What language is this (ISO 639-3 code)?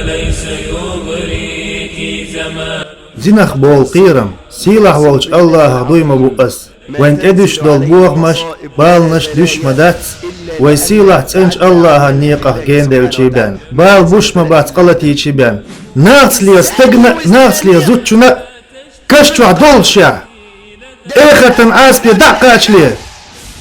che